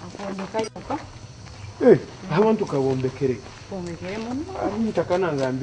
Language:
Nyoro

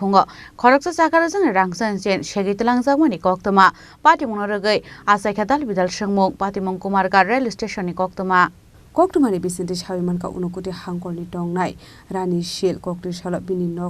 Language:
Kok Borok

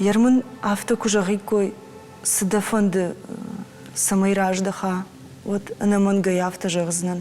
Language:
Ossetic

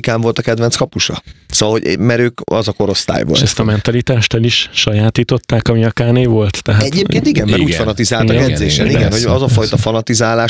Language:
Hungarian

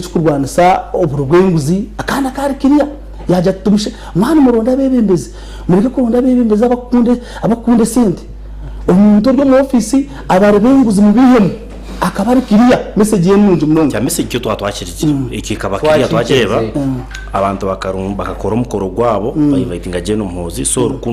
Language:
Nyankole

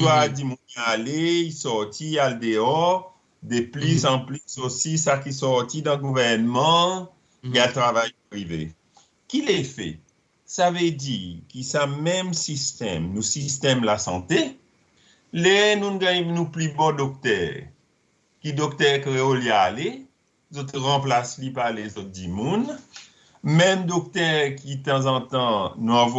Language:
Seselwa Creole French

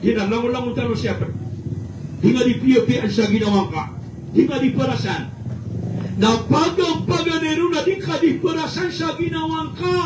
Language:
Maranao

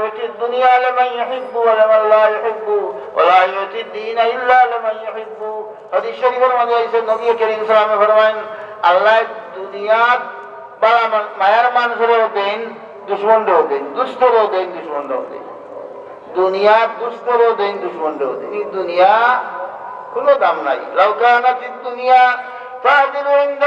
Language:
Sylheti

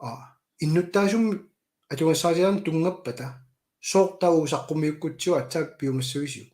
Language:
Kalaallisut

